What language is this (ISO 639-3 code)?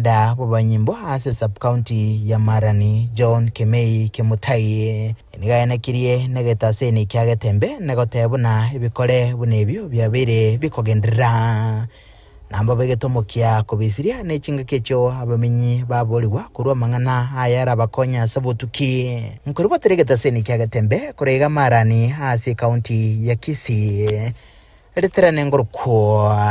guz